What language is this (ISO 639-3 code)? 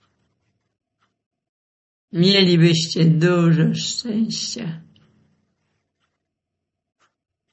pol